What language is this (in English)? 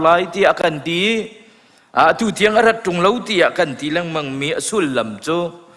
Hakha Chin